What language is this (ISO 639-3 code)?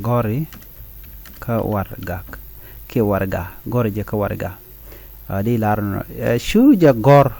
nus